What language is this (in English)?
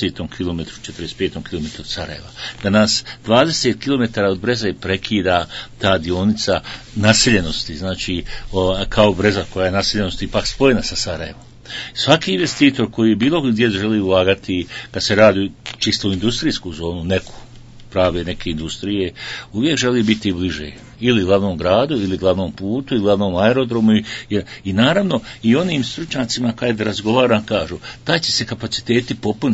Bosnian